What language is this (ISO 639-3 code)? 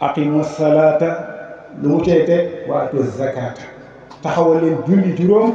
wol